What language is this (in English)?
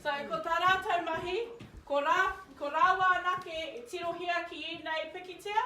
Māori